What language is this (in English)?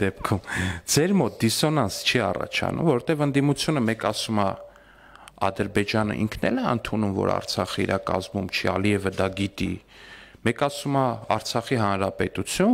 Armenian